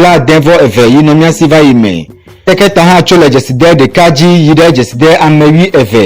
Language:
Ewe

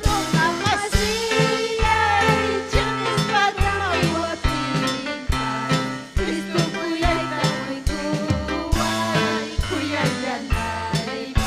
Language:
Ayacucho Quechua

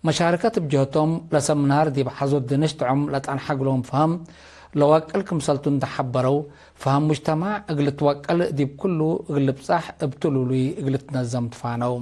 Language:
Tigre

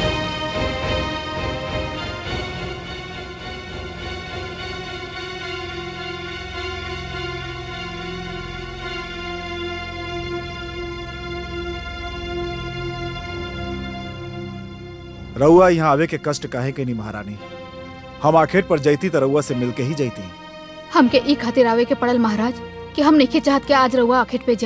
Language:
Bhojpuri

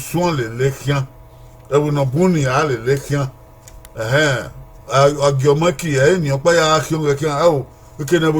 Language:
Bini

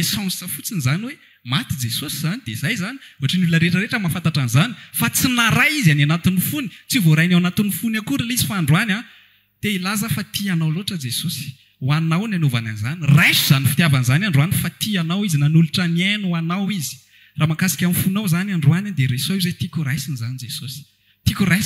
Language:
Malagasy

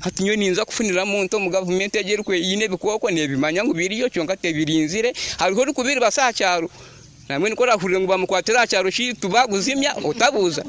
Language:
Nyoro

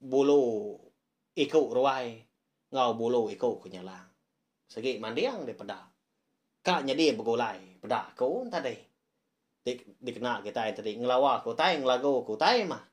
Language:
Iban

